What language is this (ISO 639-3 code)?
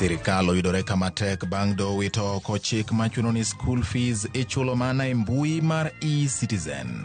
luo